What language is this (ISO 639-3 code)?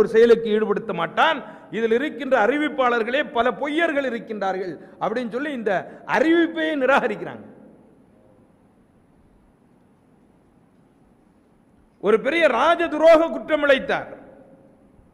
tam